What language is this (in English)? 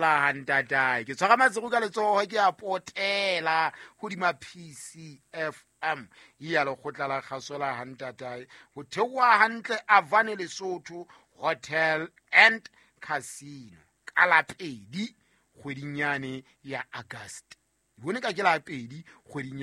Southern Sotho